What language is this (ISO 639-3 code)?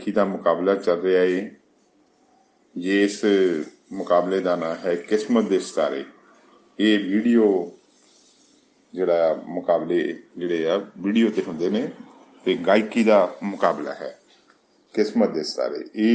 pan